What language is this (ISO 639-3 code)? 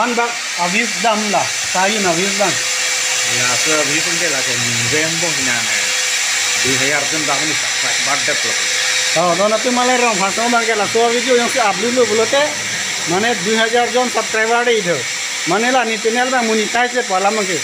mjw